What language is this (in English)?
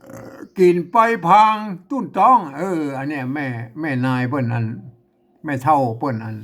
Northern Thai